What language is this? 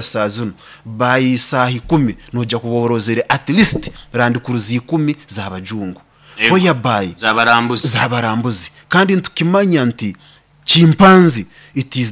Nyoro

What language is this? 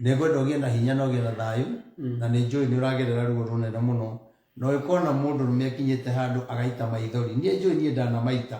Kikuyu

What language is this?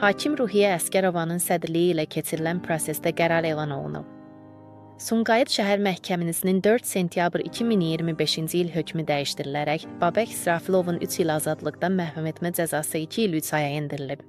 Azerbaijani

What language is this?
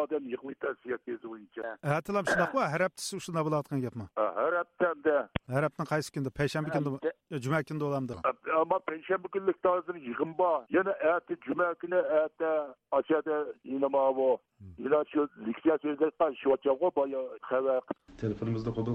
Uyghur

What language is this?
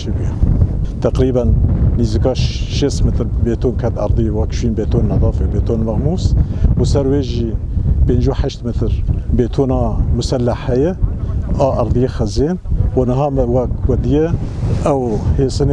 Kurdish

